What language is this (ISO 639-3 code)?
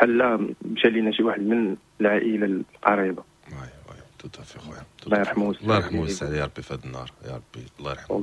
ary